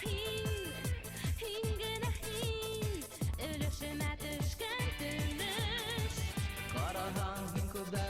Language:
Bashkir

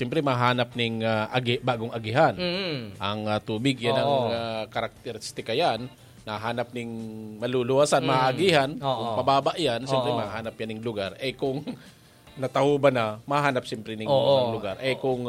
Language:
Bikol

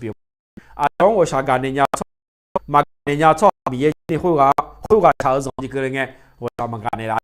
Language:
Akha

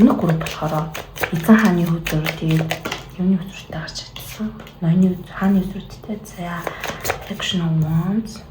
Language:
Mongolian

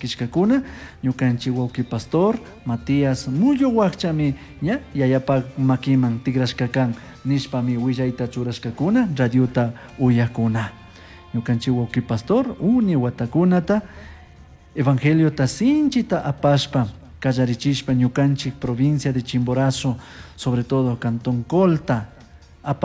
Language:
Chimborazo Highland Quichua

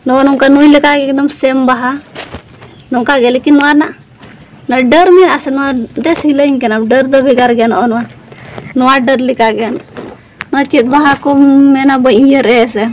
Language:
Santali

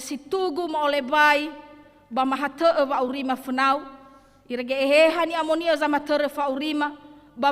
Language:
Nias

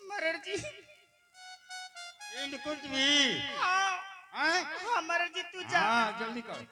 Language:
Angika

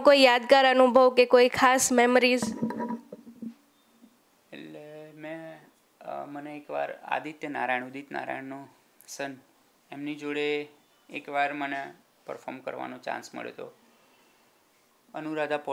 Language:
Gujarati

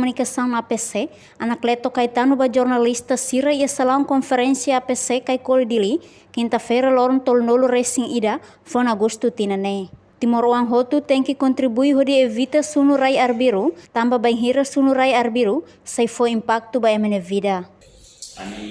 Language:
Tetum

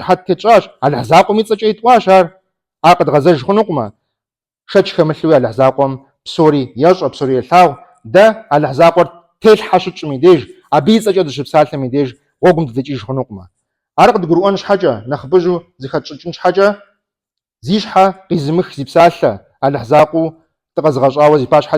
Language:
Kabardian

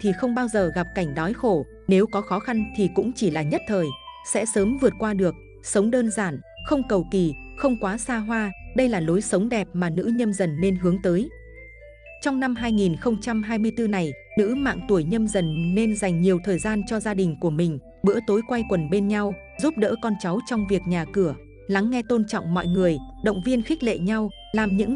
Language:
Vietnamese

